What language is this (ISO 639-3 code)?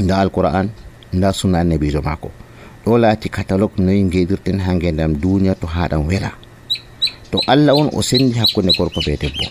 fuv